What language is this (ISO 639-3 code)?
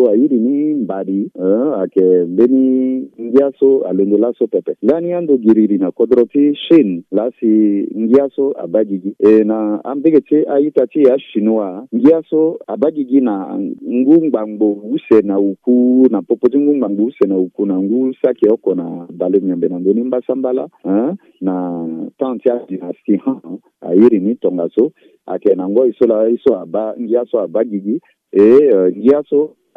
sag